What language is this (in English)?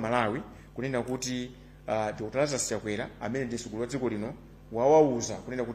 Nyanja